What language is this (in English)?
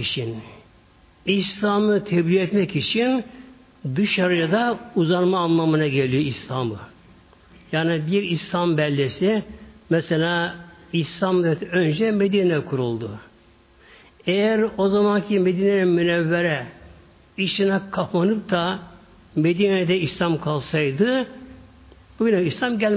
Turkish